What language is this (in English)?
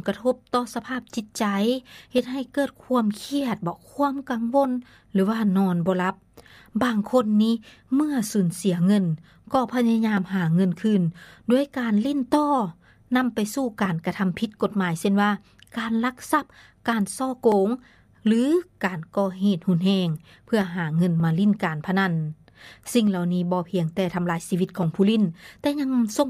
Lao